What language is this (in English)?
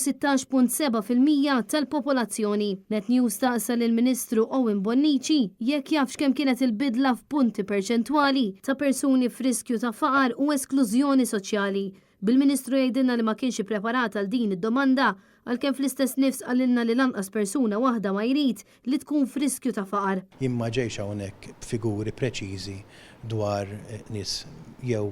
Maltese